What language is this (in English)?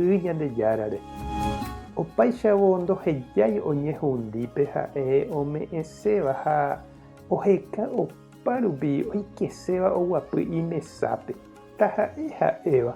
Guarani